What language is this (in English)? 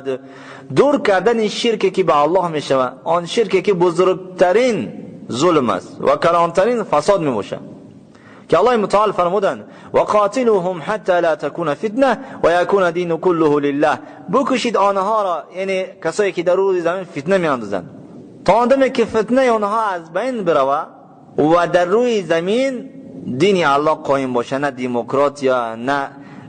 Tajik